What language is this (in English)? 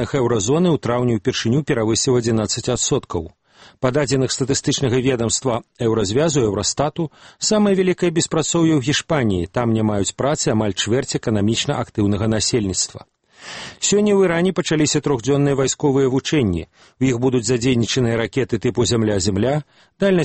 Belarusian